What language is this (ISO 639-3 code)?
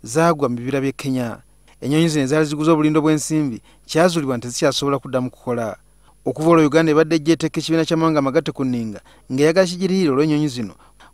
lug